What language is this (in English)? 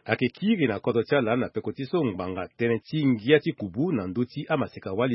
Sango